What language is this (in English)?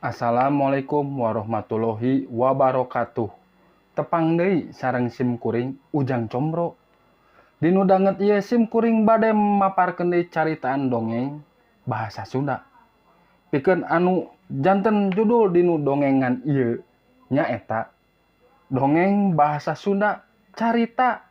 Sundanese